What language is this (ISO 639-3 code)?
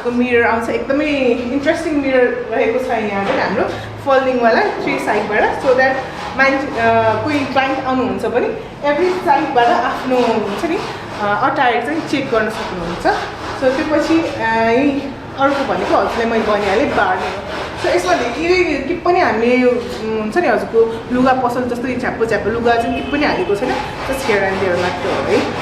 nep